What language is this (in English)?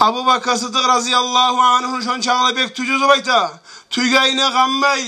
Kumyk